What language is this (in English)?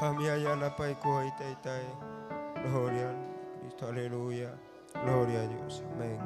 Ayacucho Quechua